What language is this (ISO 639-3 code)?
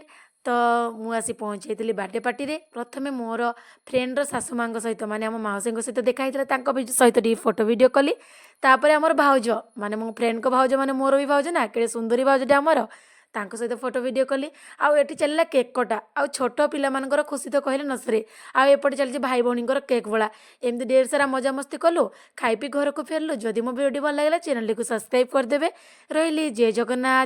ori